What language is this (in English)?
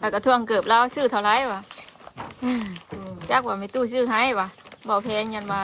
Northeastern Thai